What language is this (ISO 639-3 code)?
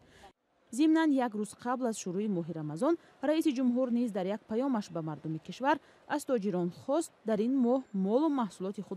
tgk